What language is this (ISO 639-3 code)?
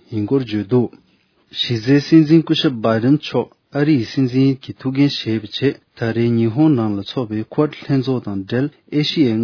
bod